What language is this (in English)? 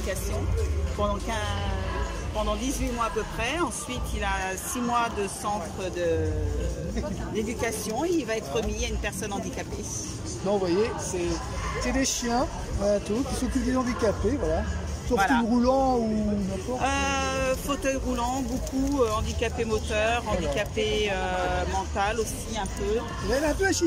French